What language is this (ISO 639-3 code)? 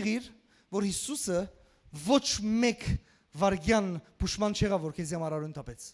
hyw